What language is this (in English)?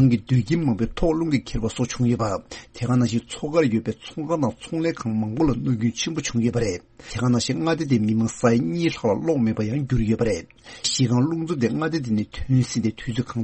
Tibetan